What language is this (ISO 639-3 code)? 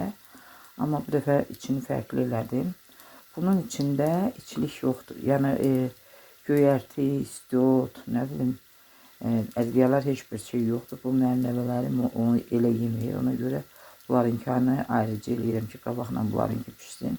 aze